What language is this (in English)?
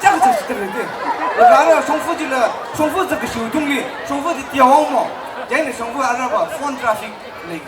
Tangkhul Naga (India)